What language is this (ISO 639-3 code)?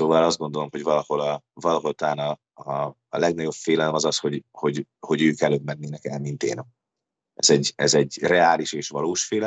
hun